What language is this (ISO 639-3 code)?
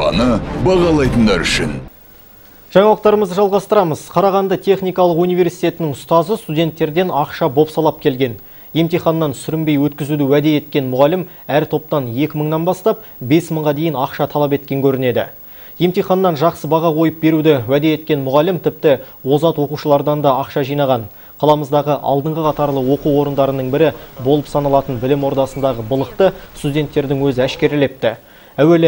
kaz